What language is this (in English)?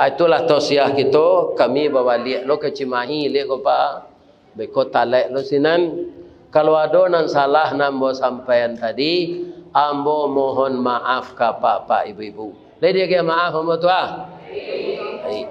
Minangkabau